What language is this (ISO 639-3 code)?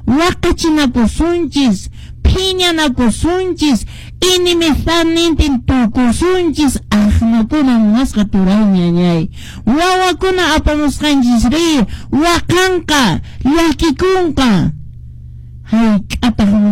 que